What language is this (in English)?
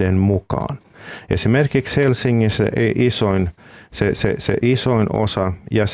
Finnish